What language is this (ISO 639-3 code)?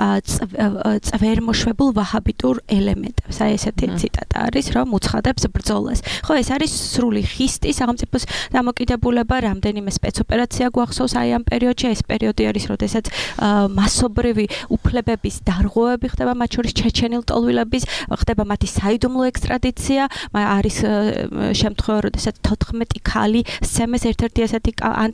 kat